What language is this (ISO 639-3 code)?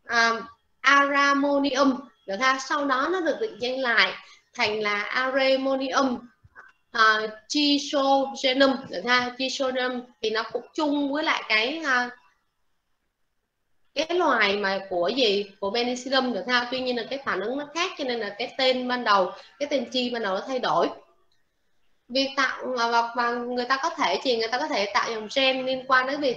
vie